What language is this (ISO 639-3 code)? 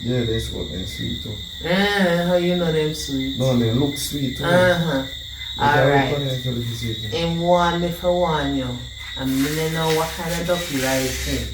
jam